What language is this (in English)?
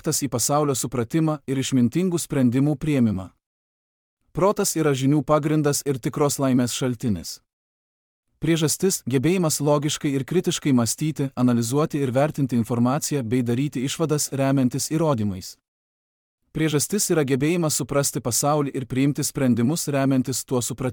Lithuanian